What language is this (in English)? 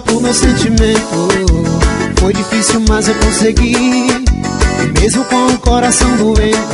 Portuguese